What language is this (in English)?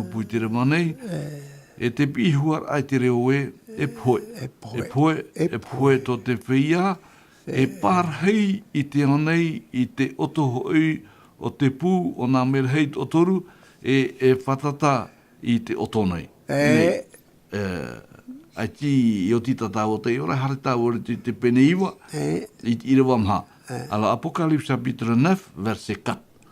Tahitian